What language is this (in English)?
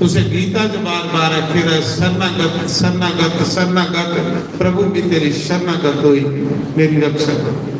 Dogri